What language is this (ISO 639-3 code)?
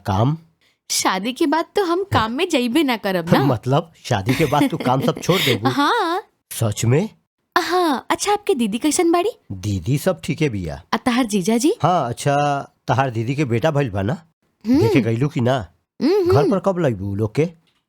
bho